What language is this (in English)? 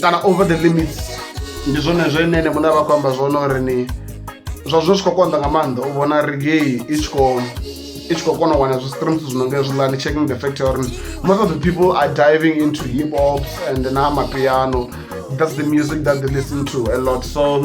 Venda